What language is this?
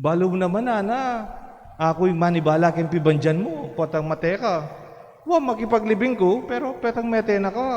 Pampanga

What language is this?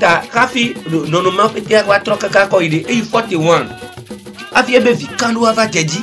Ewe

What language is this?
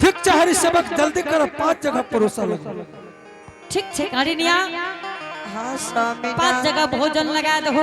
Angika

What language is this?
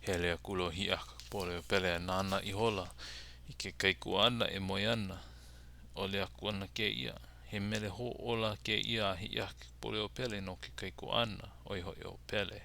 Hawaiian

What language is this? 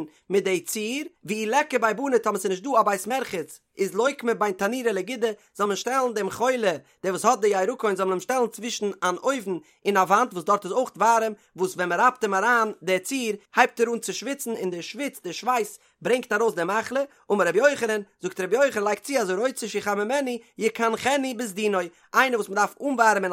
Yiddish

